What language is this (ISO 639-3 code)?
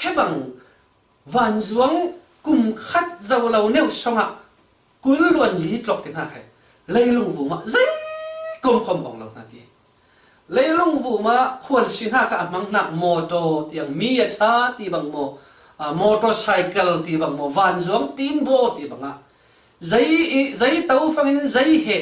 cfm